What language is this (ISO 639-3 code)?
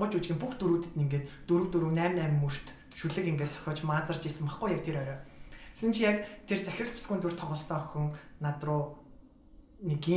mon